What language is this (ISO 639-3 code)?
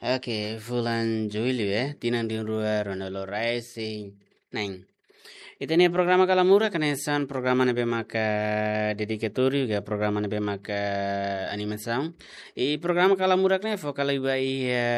tet